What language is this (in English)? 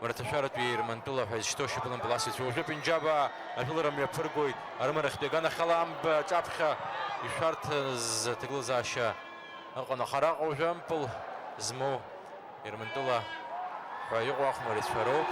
Abkhazian